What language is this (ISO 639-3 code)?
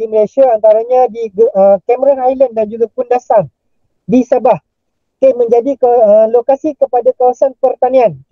msa